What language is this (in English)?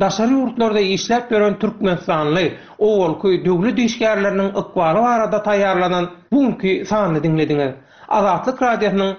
Turkmen